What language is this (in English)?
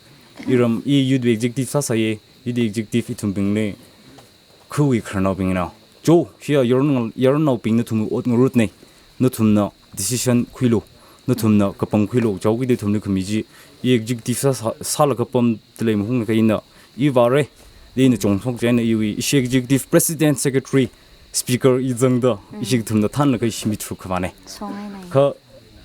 Tangkhul Naga (India)